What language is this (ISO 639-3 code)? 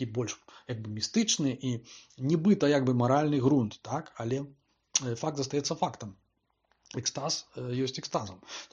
bel